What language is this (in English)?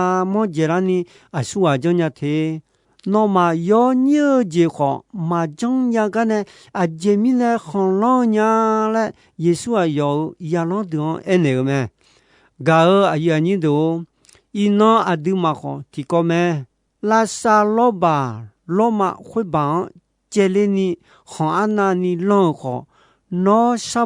Akha